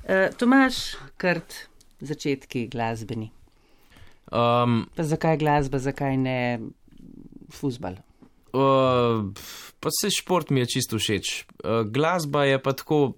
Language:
Slovenian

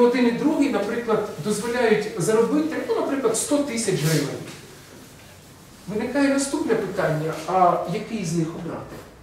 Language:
Ukrainian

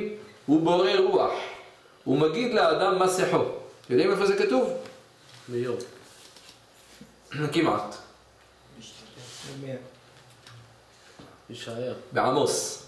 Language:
Hebrew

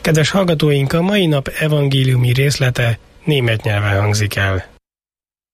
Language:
Hungarian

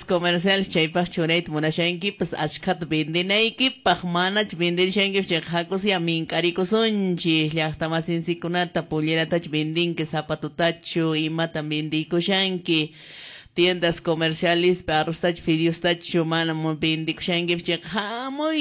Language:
Quechua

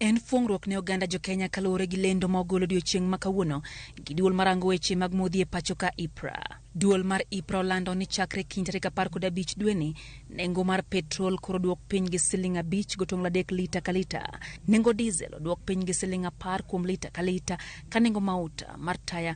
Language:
Luo (Kenya and Tanzania)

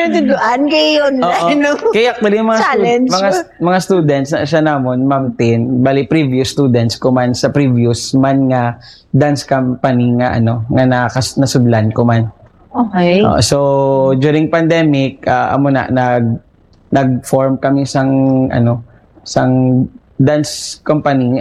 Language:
Hiligaynon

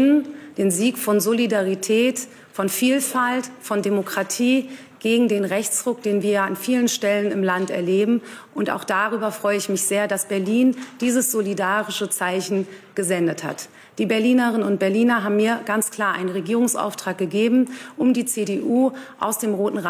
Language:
German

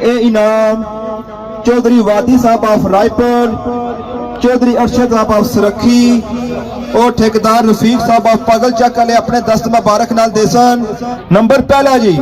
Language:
Pahari-Potwari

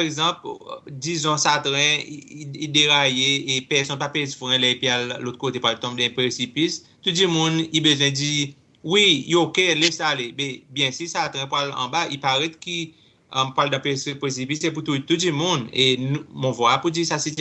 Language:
Seselwa Creole French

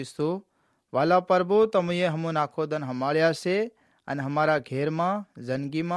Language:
Gujarati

